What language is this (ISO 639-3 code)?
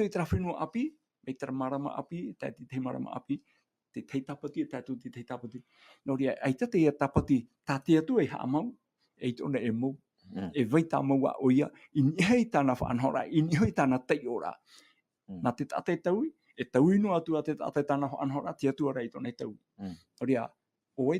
tah